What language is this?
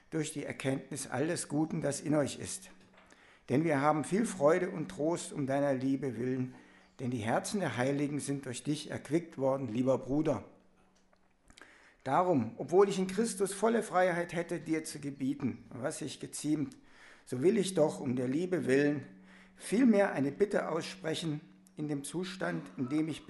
German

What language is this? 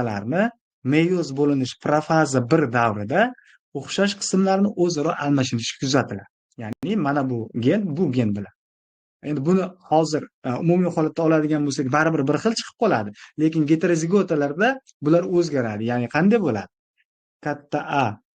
Uzbek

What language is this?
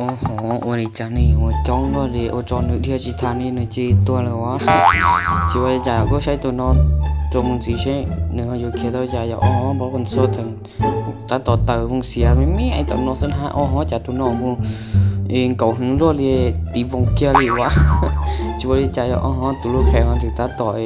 Hmong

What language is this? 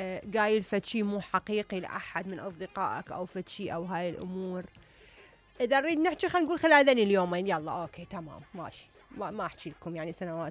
Mesopotamian Arabic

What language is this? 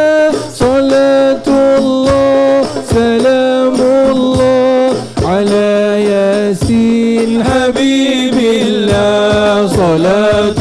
Malay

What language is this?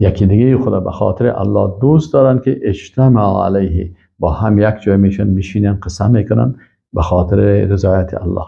Persian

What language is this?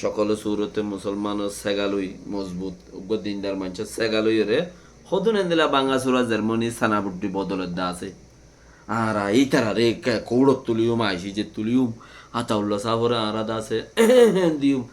Rohingya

